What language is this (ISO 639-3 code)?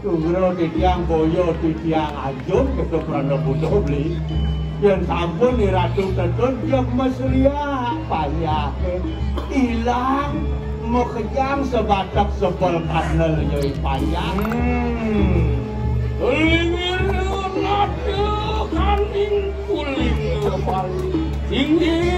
ban